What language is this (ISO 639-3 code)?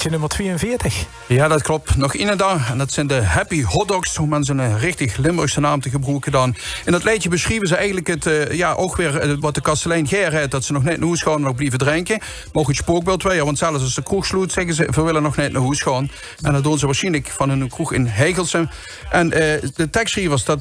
lim